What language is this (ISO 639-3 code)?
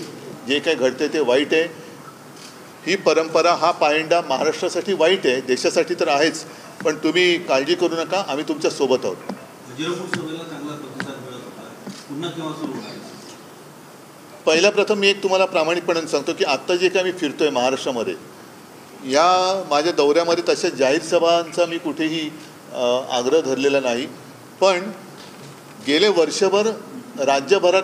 mar